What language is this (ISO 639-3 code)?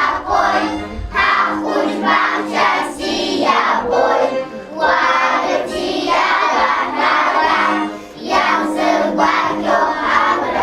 abk